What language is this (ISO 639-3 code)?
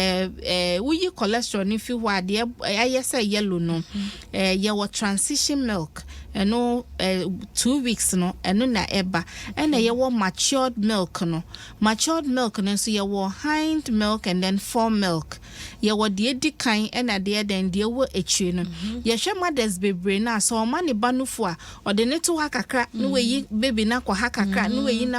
aka